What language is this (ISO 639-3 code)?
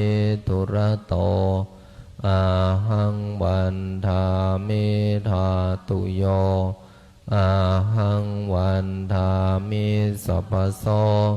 pli